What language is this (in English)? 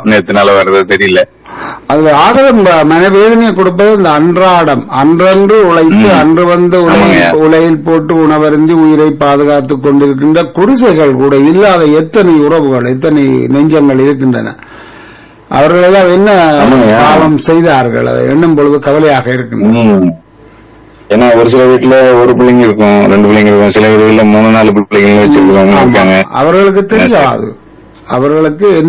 Tamil